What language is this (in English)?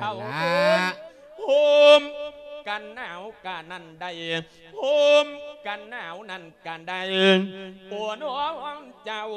Lao